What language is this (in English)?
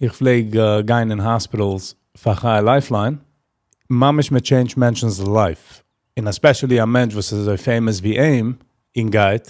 Yiddish